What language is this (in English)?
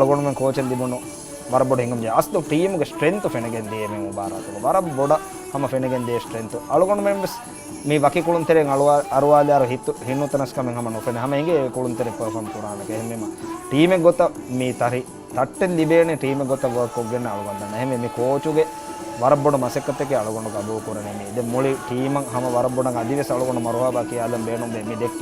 Divehi